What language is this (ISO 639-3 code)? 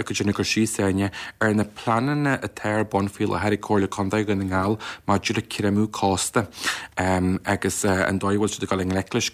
gle